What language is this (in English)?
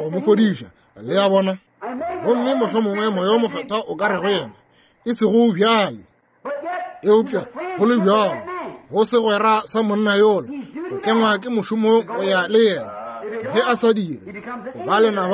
Northern Sotho